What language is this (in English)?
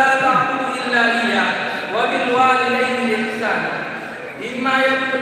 Buginese